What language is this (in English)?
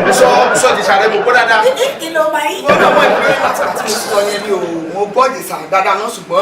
Yoruba